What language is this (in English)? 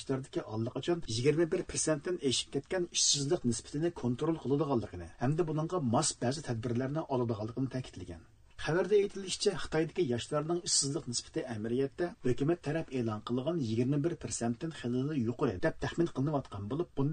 Uyghur